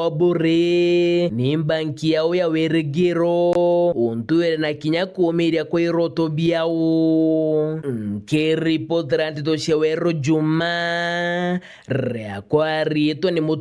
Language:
Meru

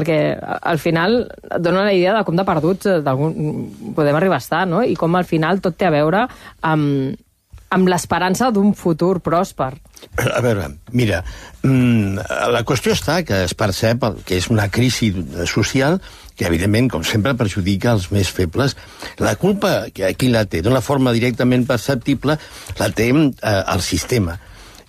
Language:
Catalan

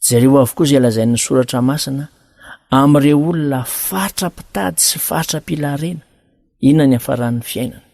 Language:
Malagasy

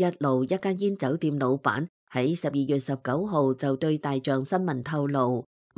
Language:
Cantonese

